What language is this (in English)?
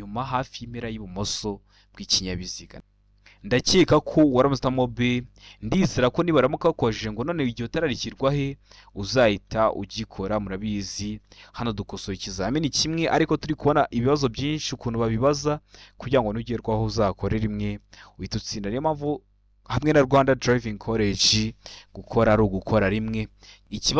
Kinyarwanda